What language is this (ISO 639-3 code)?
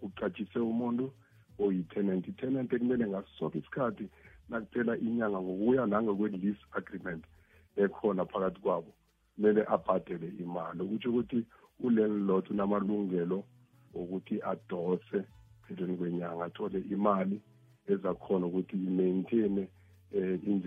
nbl